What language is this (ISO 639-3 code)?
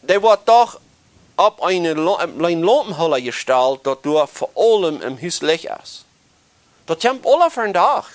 pdt